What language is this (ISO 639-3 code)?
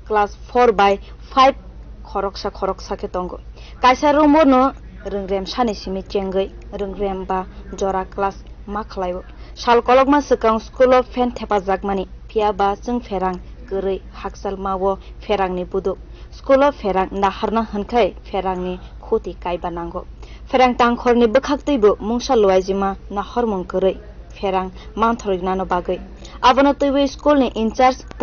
trp